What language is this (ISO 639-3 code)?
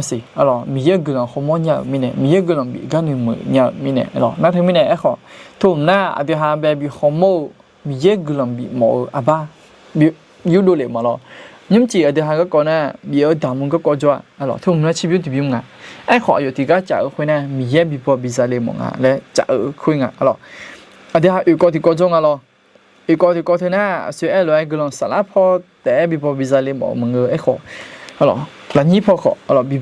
ahk